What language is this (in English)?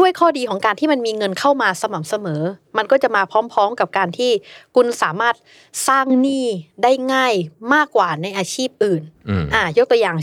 Thai